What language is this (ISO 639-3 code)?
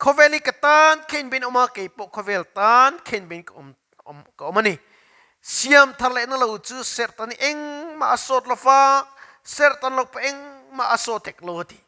lus